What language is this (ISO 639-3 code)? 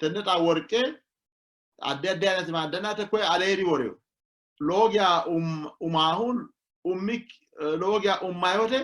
sid